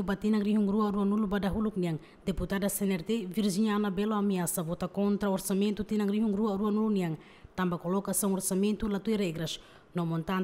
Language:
Tetum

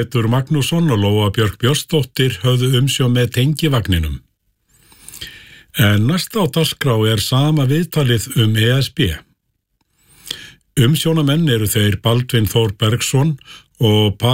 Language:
Icelandic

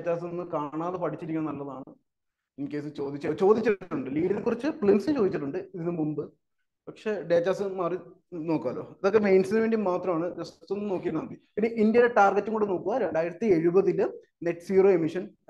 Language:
Malayalam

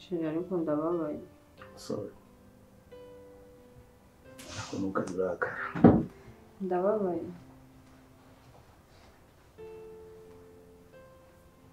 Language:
Kinyarwanda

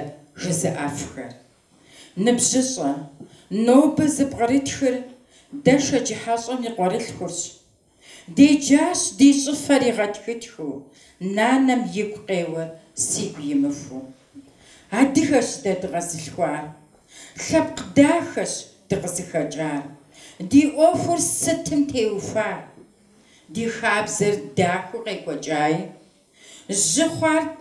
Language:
Kabardian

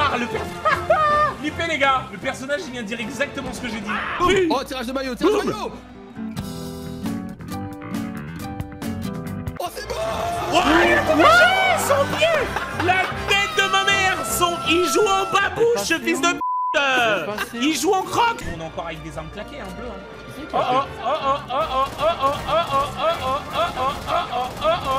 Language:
French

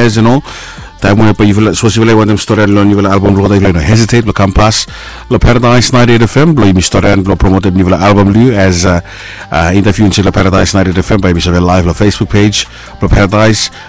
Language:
Bislama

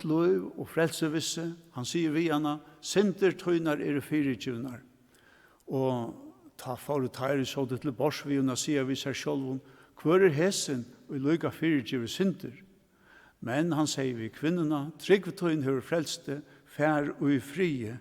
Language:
Faroese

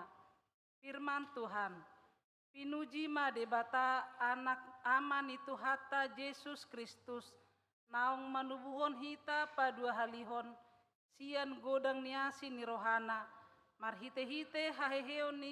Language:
Batak Toba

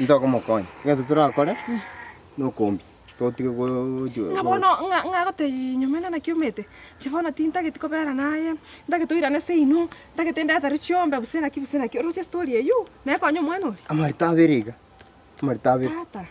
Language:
Gusii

